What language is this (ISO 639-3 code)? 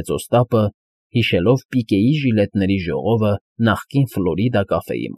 hye